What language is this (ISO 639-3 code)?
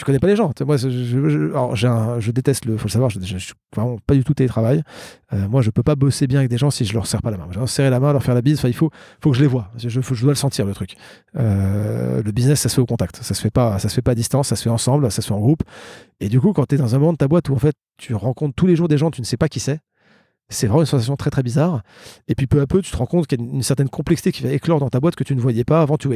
fra